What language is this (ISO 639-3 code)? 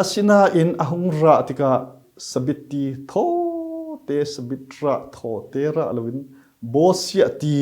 cfm